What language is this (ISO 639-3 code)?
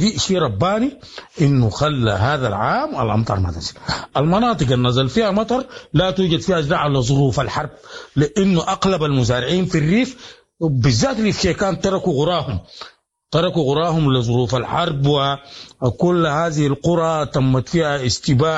apd